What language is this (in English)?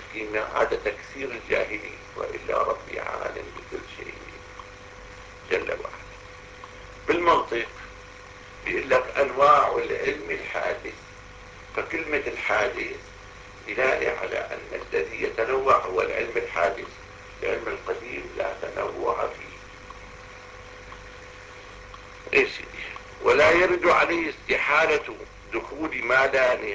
Arabic